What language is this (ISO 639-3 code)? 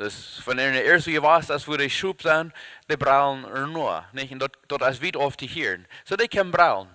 pdt